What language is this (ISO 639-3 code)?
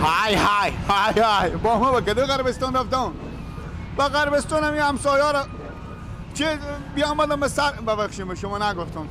fas